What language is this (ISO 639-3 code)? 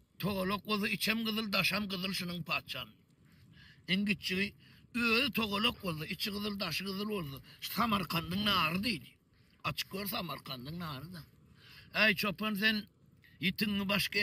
tuk